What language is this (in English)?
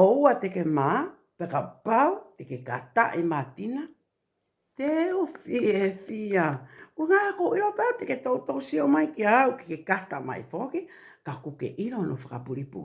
Tongan